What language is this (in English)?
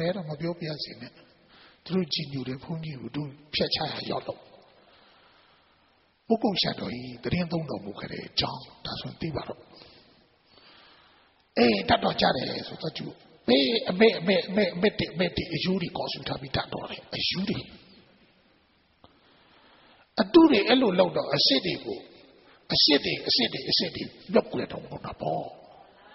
Burmese